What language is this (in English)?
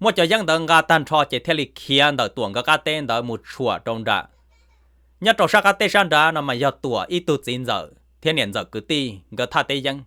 Hmong